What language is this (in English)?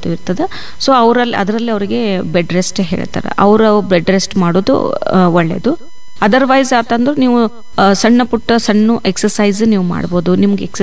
Kannada